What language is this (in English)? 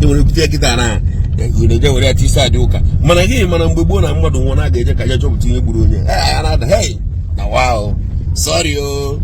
Igbo